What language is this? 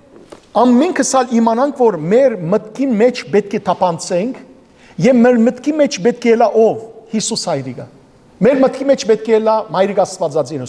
Western Armenian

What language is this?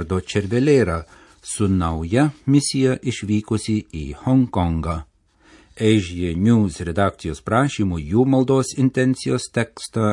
Lithuanian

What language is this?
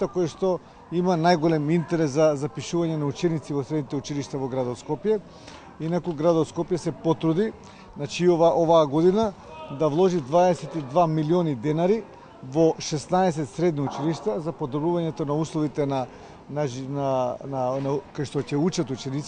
Macedonian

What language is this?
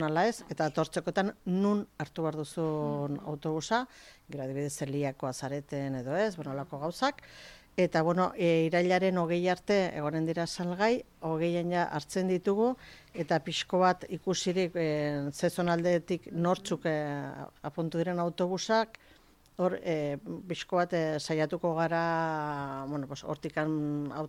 Basque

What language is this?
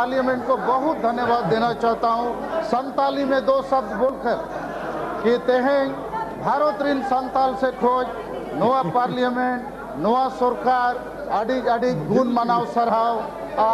Santali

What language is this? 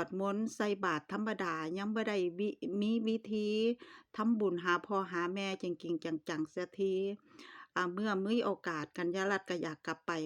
Lao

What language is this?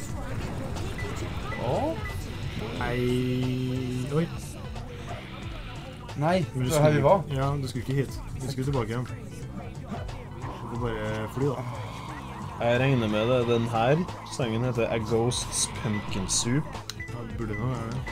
Norwegian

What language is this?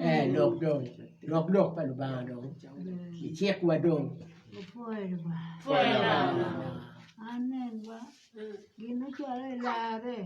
Acoli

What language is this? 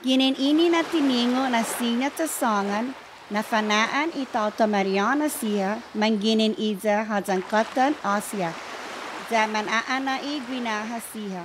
Chamorro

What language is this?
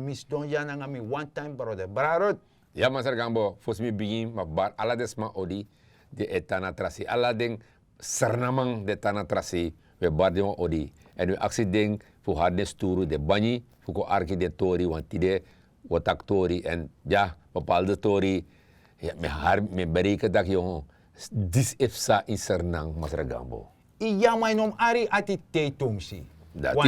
Sranan Tongo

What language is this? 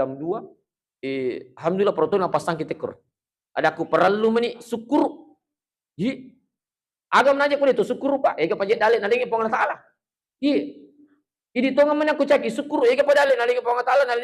Buginese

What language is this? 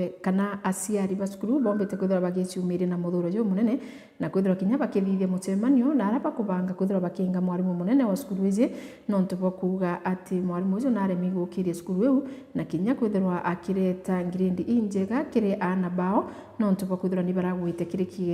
Meru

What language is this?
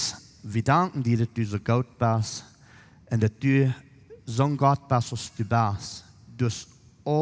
Plautdietsch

